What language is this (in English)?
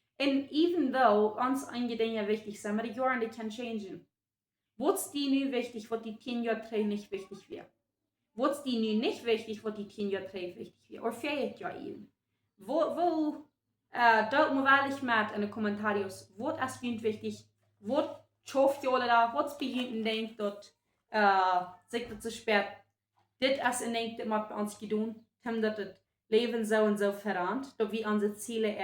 Plautdietsch